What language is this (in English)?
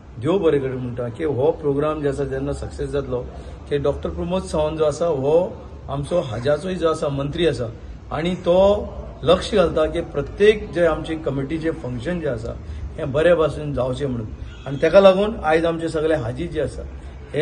Konkani